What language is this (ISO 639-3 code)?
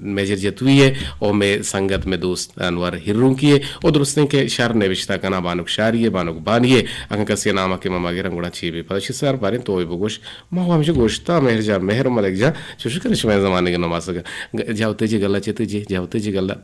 bgp